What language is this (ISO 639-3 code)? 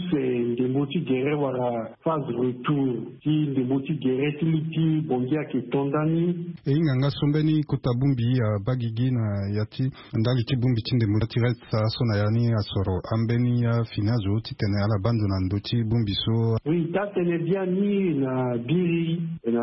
sag